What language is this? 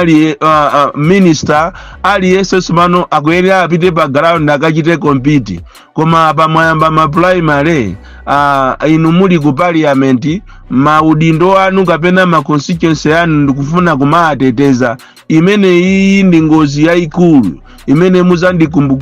Nyanja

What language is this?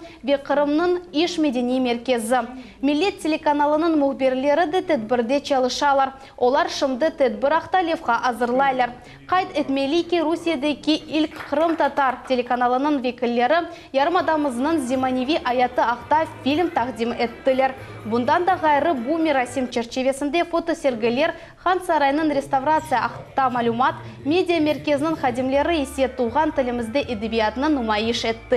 Crimean Tatar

